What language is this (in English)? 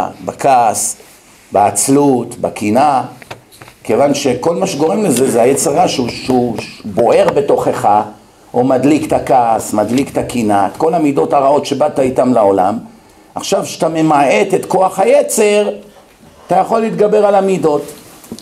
Hebrew